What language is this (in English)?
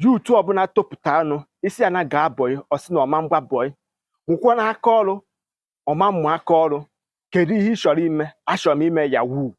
Igbo